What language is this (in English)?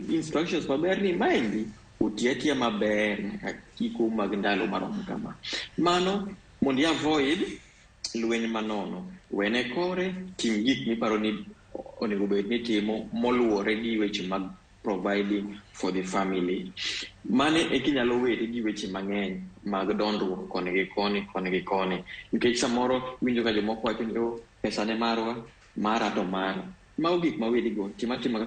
Luo (Kenya and Tanzania)